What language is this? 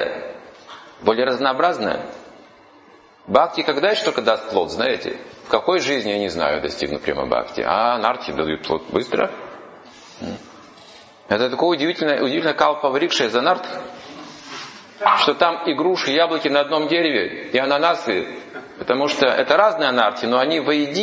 Russian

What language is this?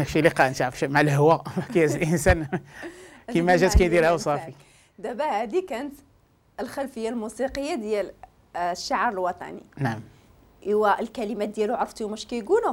Moroccan Arabic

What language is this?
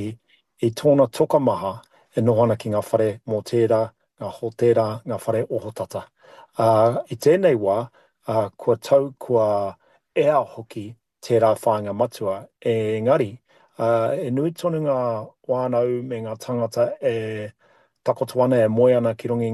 Māori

